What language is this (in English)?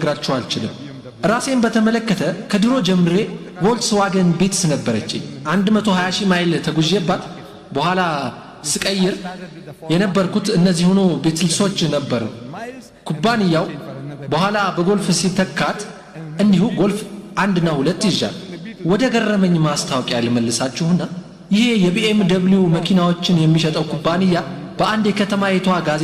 Amharic